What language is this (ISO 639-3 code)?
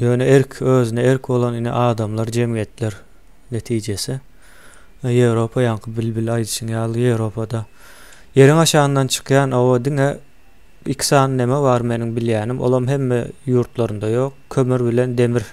tuk